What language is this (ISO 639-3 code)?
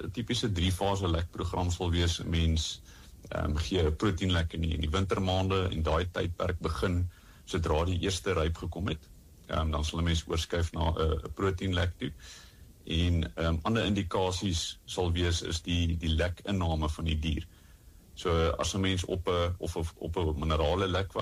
afr